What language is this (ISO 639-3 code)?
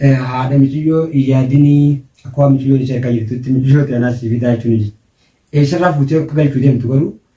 orm